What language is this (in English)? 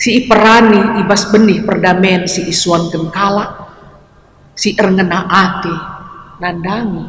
Batak Karo